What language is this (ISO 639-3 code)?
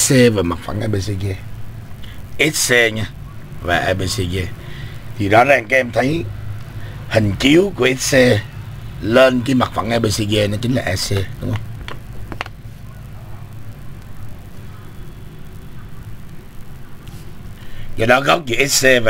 vie